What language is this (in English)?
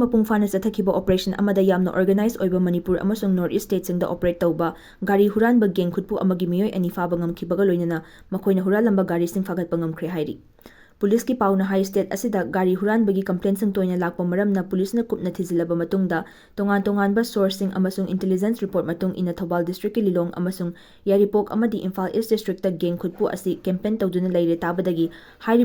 Manipuri